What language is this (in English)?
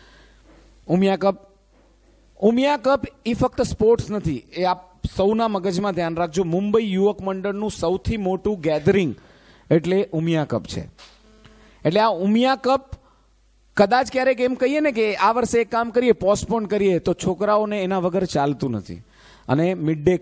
Gujarati